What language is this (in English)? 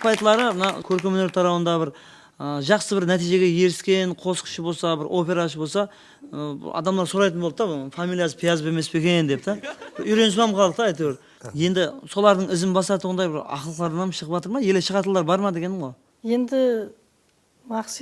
Kara-Kalpak